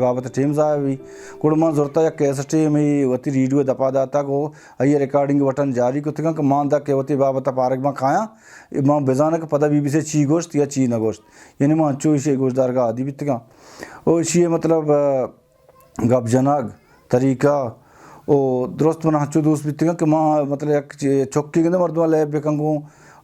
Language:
Baluchi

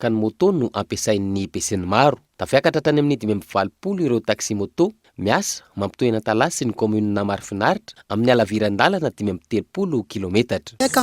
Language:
Malagasy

